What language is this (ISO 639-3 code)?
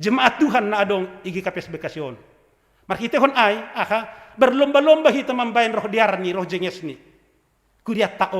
bts